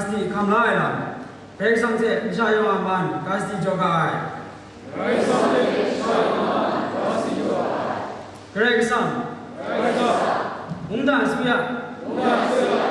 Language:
Kachin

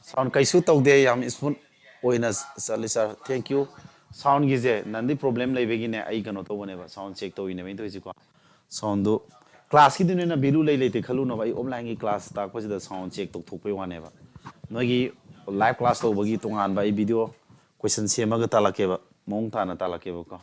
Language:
Manipuri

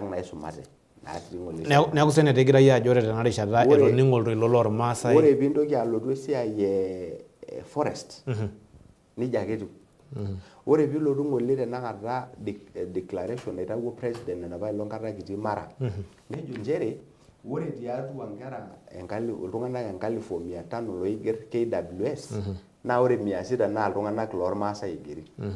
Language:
Masai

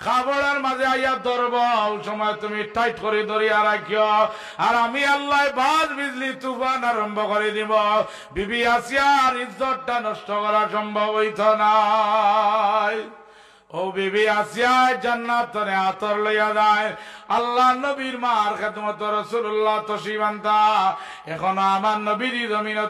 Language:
Sylheti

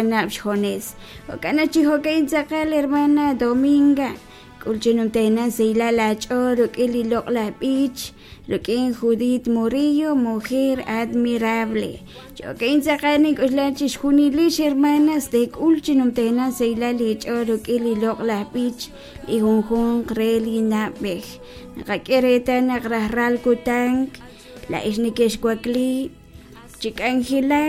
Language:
Kekchí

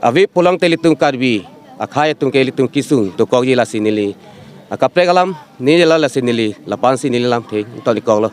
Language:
Karbi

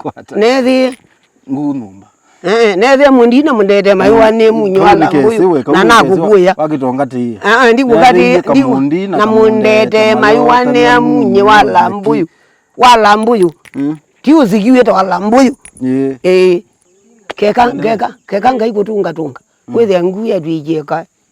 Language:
Kamba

